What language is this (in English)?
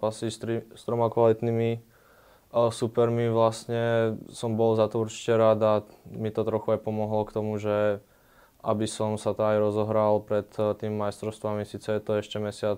Slovak